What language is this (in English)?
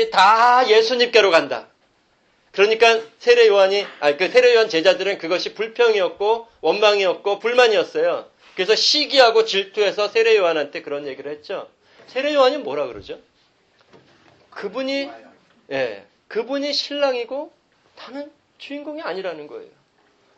Korean